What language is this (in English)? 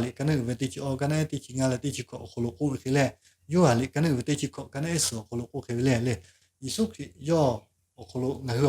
Lahu